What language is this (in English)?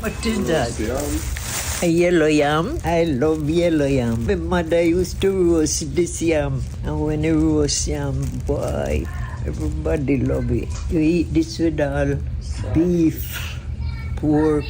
Jamaican Creole English